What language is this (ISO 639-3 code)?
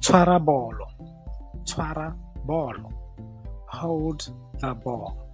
tsn